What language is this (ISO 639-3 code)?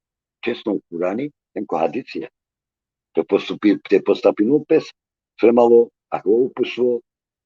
rmn